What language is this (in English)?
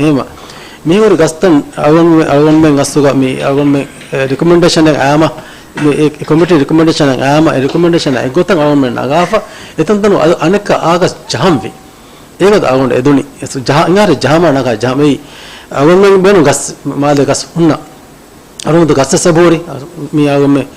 Divehi